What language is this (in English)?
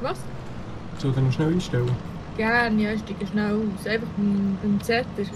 Swiss German